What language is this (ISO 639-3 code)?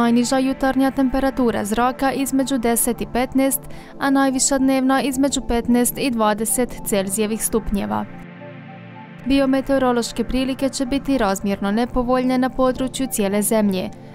hrv